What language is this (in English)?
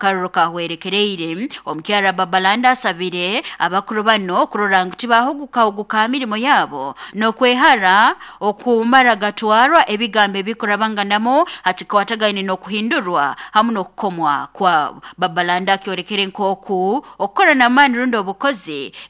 Nyoro